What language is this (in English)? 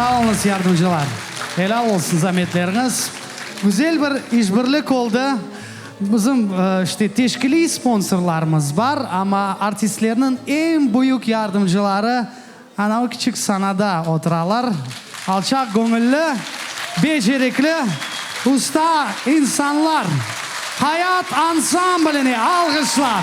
Crimean Tatar